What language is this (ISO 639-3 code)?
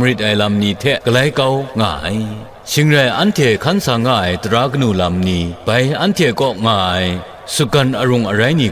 kac